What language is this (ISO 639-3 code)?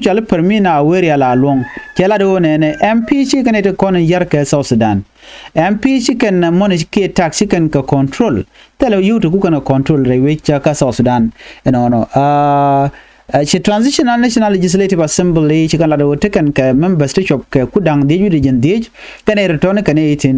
nus